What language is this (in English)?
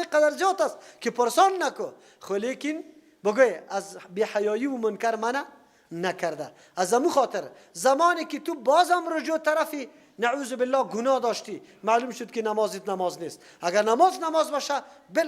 Persian